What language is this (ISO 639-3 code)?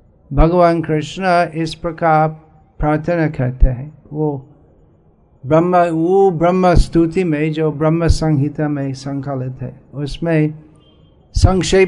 hin